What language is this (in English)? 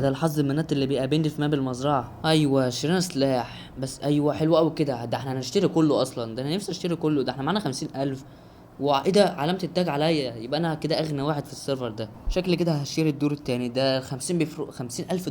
Egyptian Arabic